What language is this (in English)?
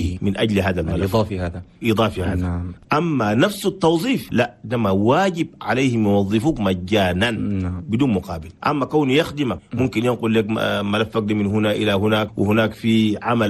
Chadian Arabic